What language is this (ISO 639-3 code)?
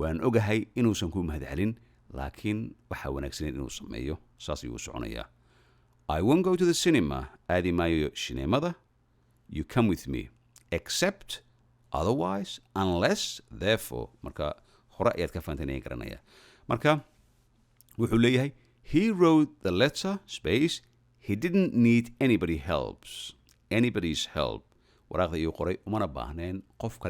som